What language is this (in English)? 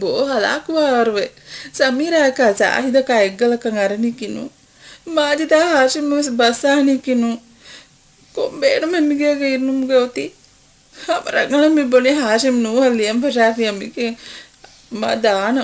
Divehi